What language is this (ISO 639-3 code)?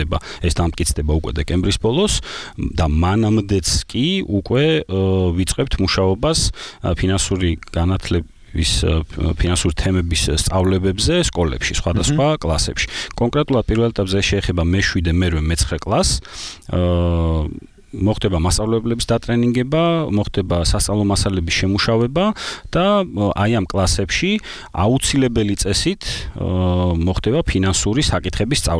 kat